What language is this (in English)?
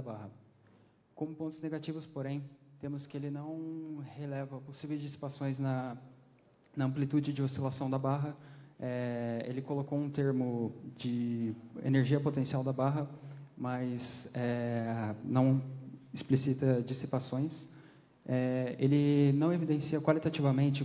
Portuguese